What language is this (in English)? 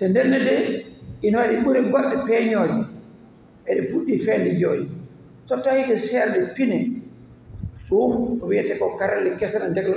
Fula